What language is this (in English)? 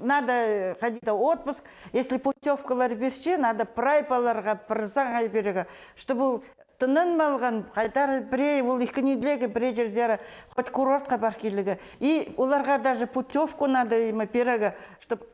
Khakas